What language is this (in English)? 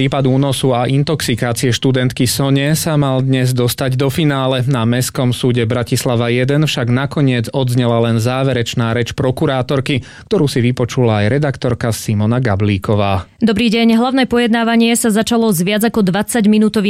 Slovak